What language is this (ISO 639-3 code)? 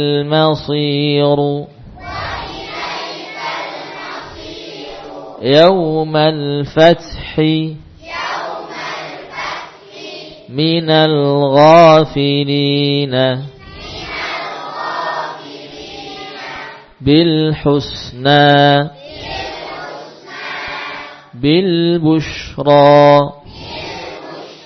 ind